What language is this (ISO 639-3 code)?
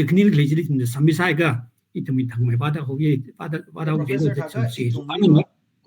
nmf